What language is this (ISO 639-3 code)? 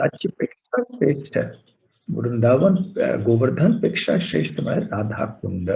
kok